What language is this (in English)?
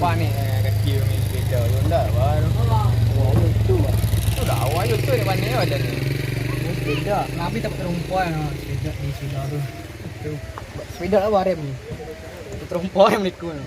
Minangkabau